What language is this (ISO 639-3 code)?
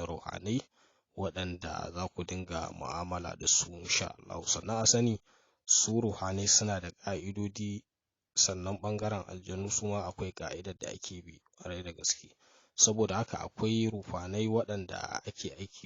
hau